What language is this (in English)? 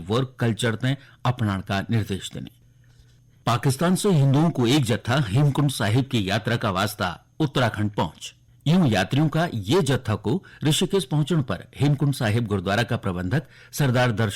Garhwali